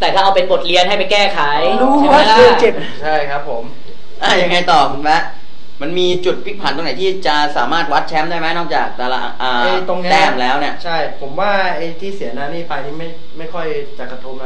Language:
Thai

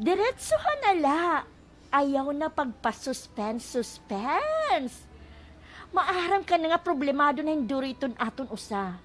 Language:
Waray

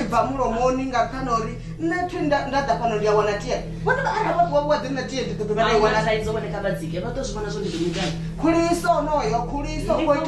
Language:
Venda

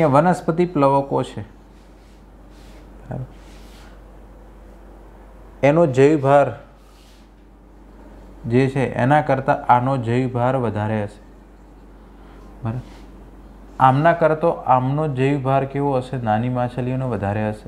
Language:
Gujarati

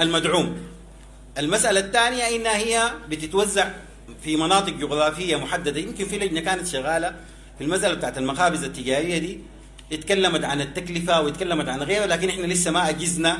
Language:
Sudanese Arabic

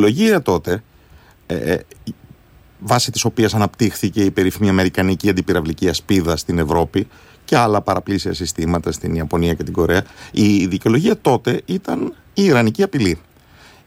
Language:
Greek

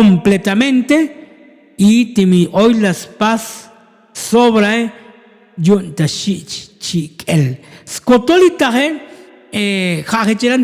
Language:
Tzotzil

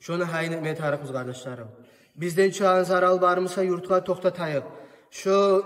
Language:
Kumyk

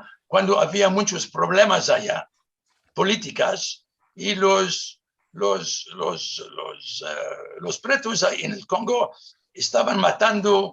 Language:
Ladino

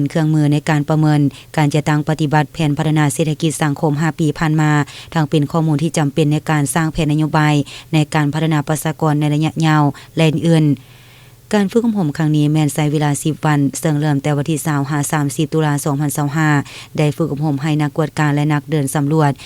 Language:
Lao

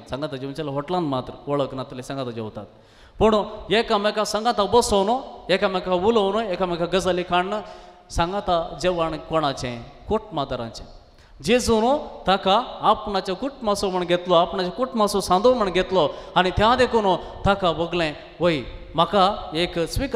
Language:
Konkani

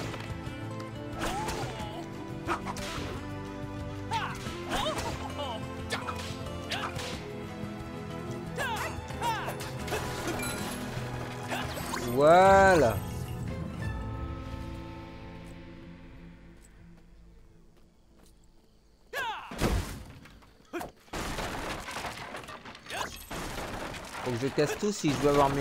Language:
French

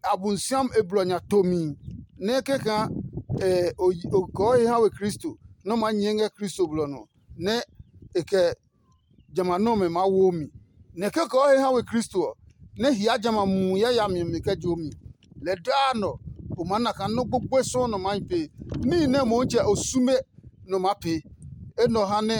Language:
Adangme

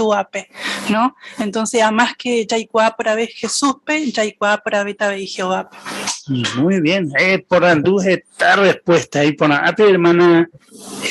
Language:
Guarani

